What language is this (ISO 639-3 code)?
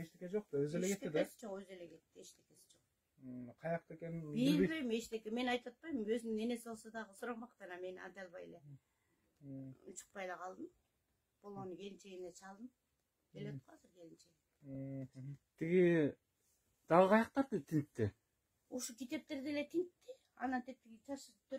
kir